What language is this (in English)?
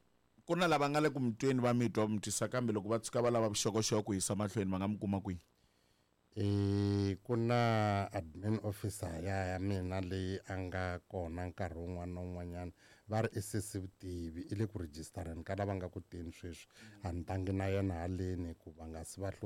Tsonga